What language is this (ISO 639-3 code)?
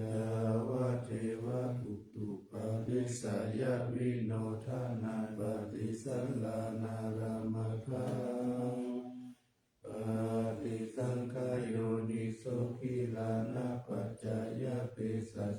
pli